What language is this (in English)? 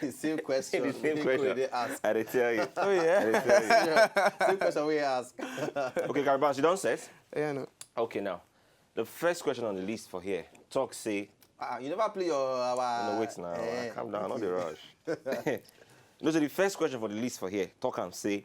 Nigerian Pidgin